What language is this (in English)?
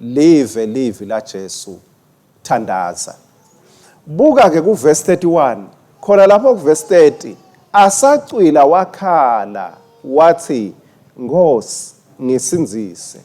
Swati